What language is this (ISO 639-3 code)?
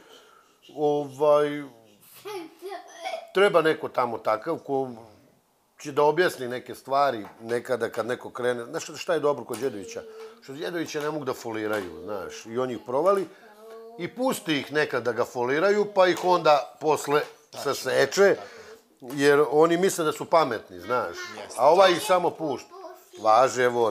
srp